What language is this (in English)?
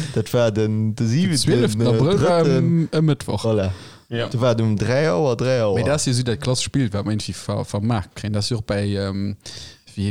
Luxembourgish